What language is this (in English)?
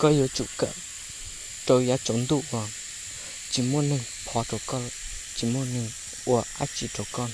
Hmong